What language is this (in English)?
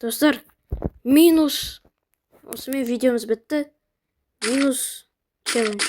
Kazakh